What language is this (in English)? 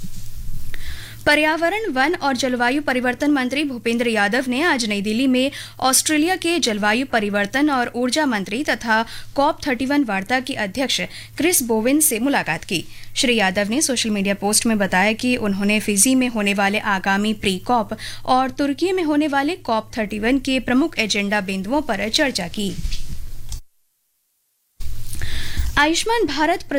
Hindi